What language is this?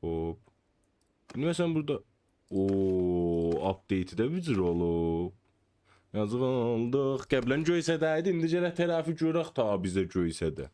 South Azerbaijani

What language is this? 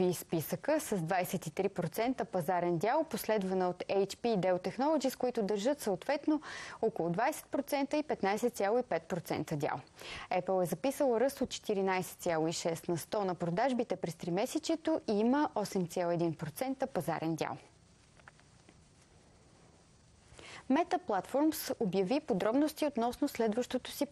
Bulgarian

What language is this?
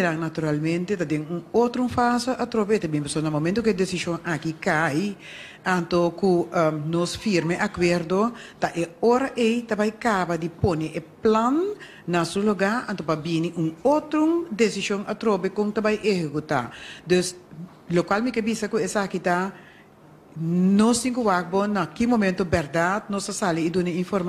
Papiamento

